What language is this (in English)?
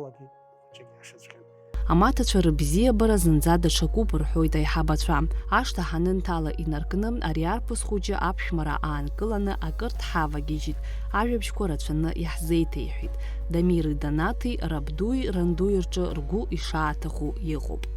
Abkhazian